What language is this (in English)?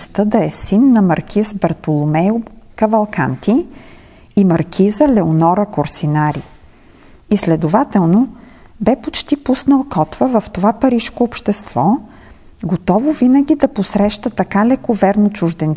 Bulgarian